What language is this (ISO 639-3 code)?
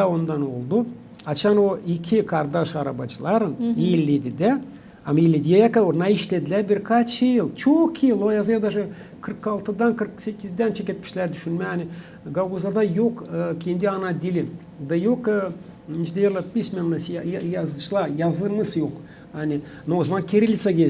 gag